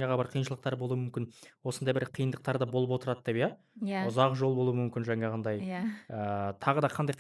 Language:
Kazakh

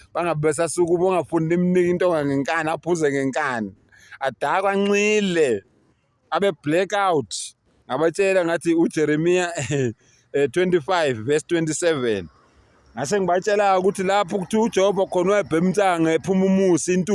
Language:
Zulu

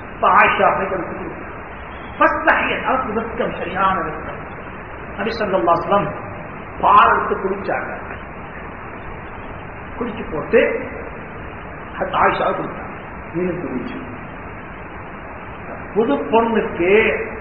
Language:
Tamil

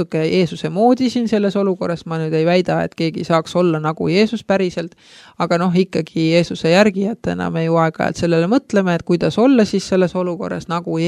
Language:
Estonian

